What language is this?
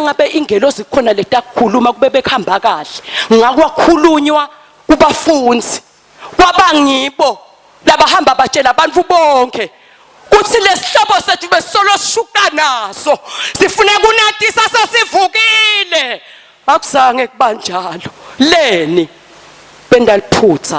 Swati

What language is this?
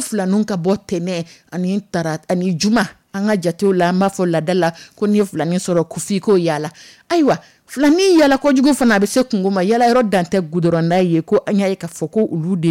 Dyula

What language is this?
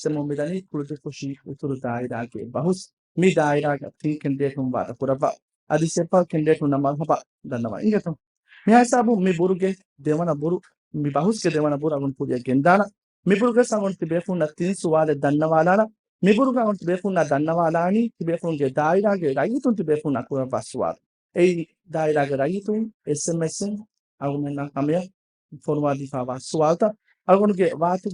Divehi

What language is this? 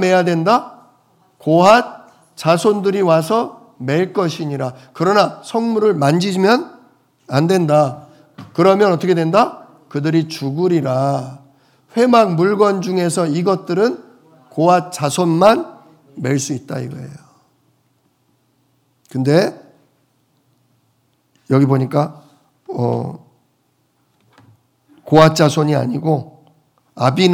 Korean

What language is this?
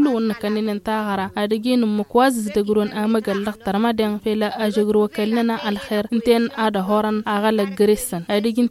Tamasheq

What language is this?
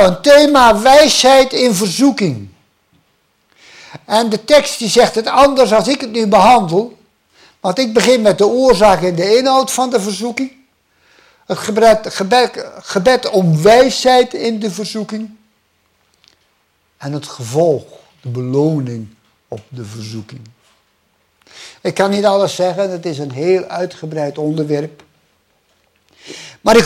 Dutch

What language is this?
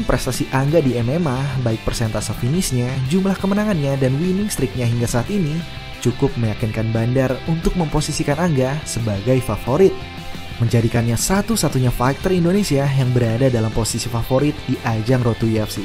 Indonesian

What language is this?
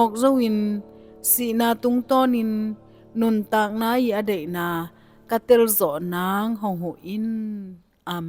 Tedim Chin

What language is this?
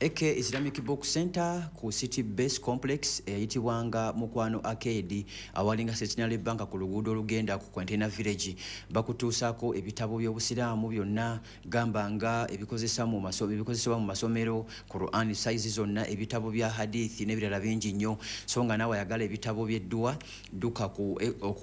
Ganda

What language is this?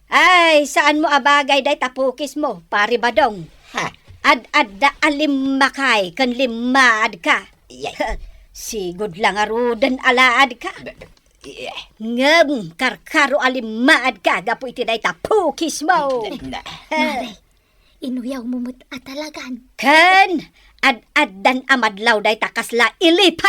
Iloko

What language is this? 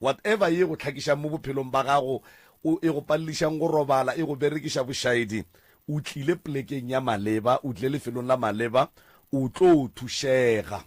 Northern Sotho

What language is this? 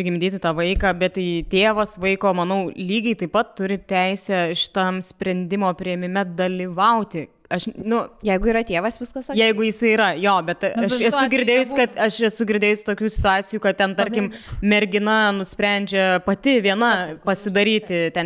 Lithuanian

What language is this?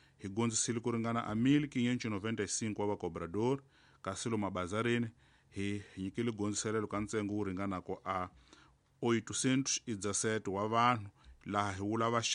Tsonga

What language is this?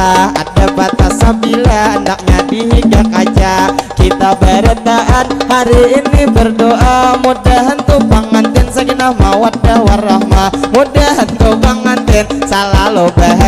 Banjar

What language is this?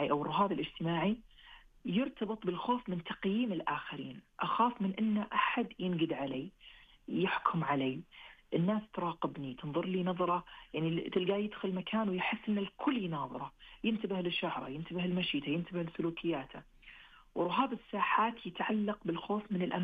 Najdi Arabic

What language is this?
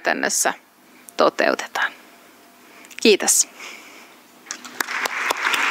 Finnish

